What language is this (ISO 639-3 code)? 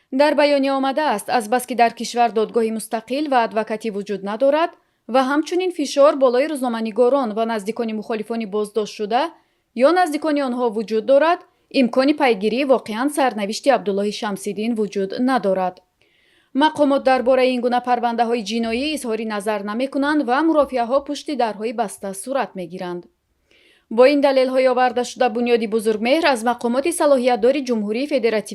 tgk